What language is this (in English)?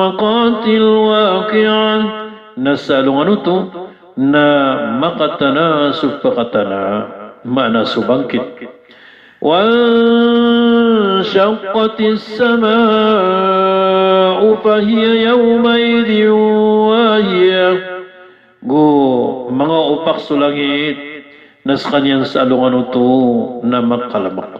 Maranao